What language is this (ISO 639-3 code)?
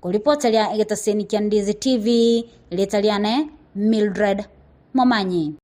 guz